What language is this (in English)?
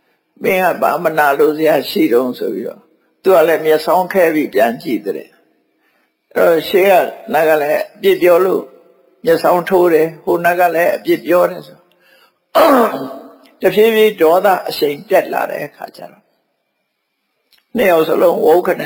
Burmese